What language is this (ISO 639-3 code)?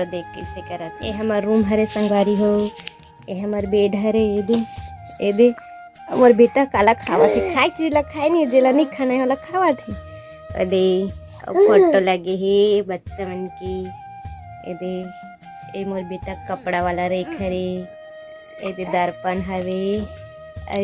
hne